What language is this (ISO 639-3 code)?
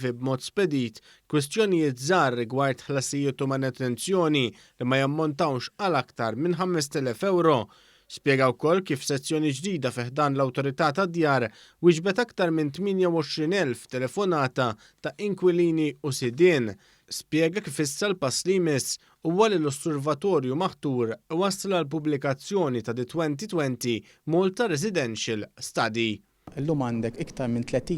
mlt